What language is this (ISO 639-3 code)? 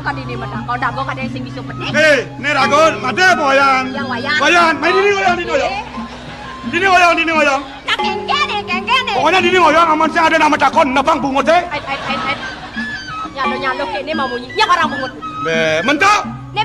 ban